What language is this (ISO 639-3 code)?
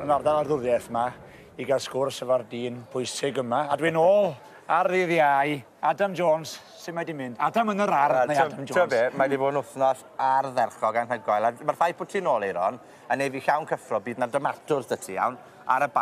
cym